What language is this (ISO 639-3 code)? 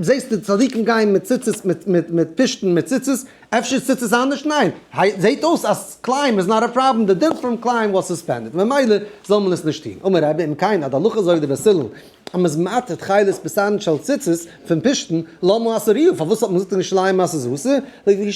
yid